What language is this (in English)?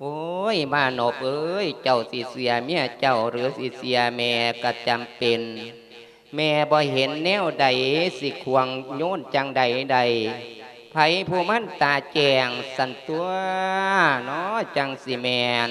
Lao